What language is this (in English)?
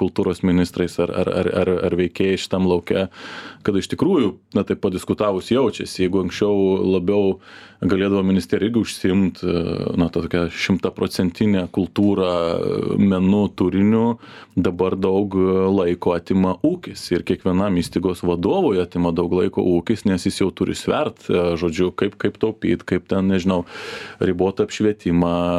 Lithuanian